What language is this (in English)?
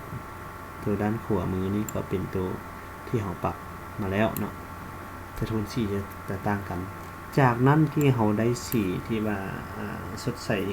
Lao